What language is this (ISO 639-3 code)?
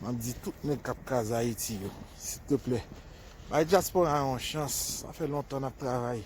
hat